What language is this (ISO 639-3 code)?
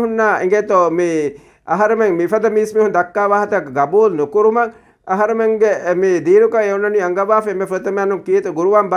div